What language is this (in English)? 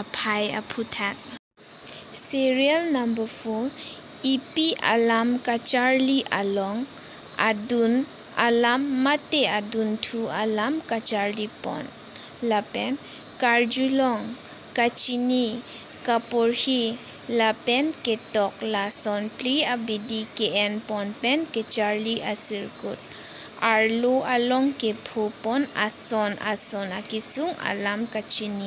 Karbi